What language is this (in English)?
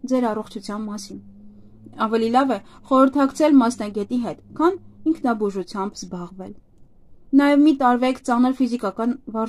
Armenian